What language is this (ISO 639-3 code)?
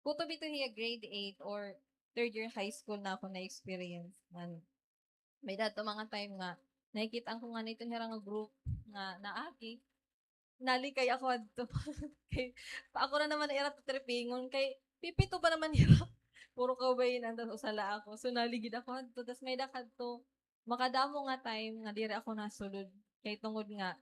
war